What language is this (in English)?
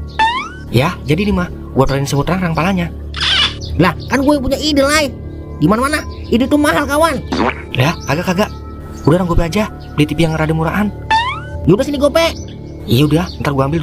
Betawi